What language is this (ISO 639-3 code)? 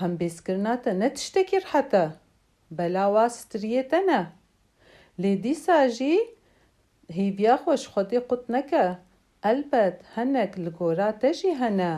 kur